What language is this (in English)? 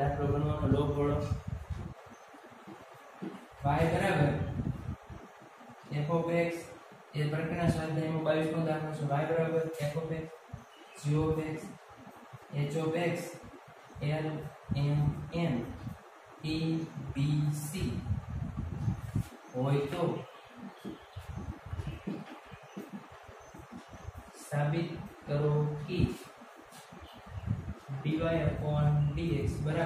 Gujarati